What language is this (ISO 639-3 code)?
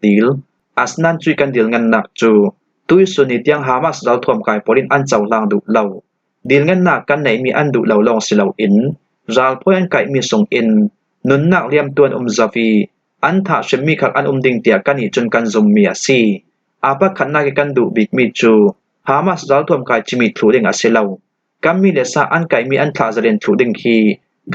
cfm